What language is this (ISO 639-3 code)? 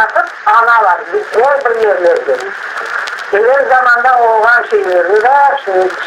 crh